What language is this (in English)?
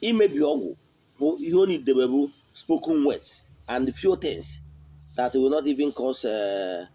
Igbo